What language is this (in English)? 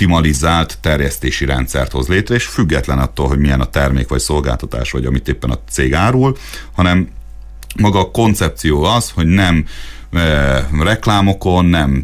Hungarian